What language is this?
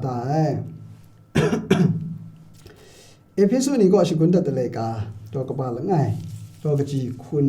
Kachin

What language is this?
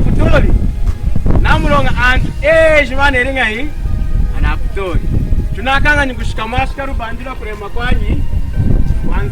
Lunda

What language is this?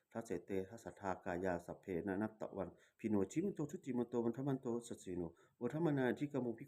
Pali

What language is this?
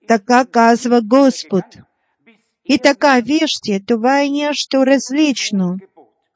Bulgarian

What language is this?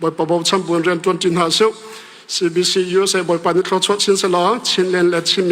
Hakha Chin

